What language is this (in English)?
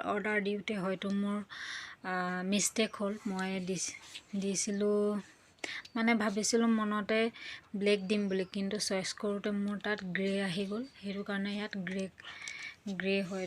Assamese